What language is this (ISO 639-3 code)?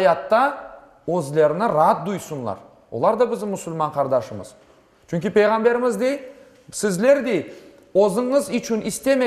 crh